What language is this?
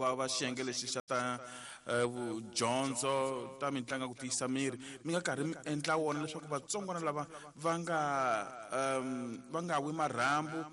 Tsonga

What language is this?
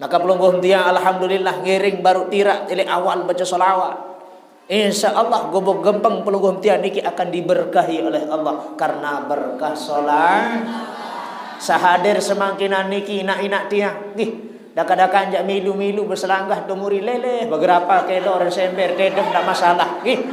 Sasak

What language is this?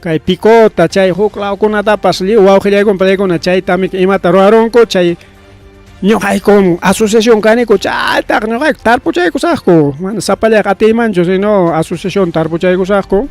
Ayacucho Quechua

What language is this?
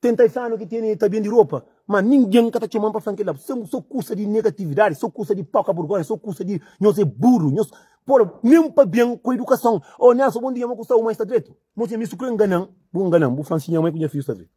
Kabuverdianu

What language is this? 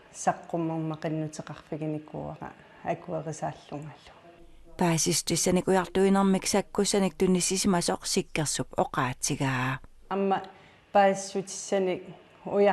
Kalaallisut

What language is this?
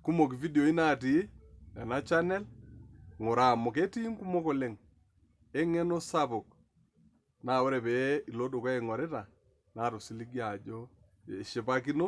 Masai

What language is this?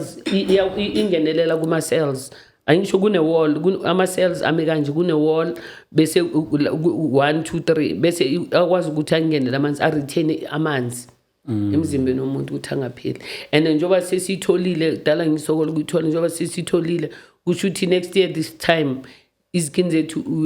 Zulu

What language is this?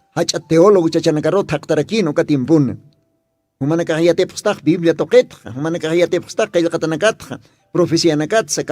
Aymara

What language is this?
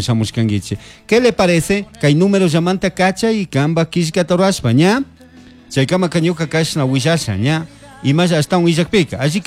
Chimborazo Highland Quichua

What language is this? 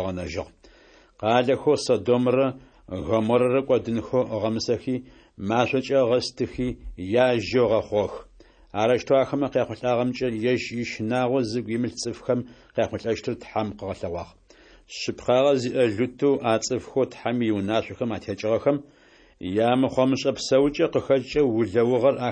Adyghe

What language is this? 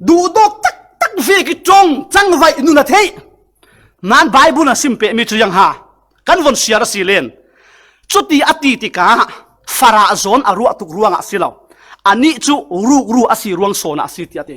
Falam Chin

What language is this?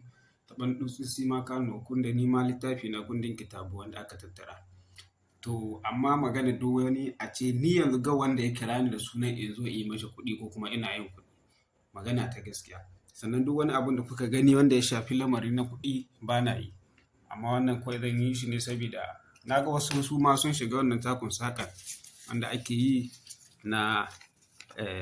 Hausa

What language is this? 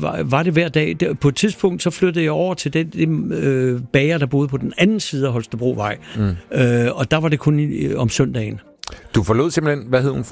Danish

